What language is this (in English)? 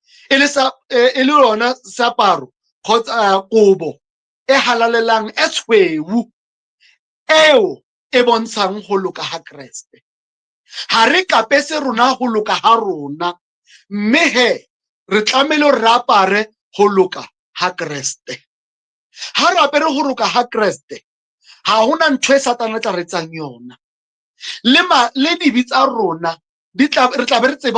Southern Sotho